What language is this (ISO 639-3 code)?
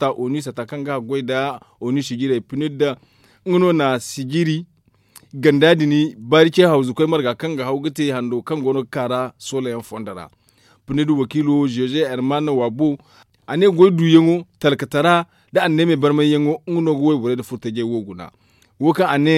dje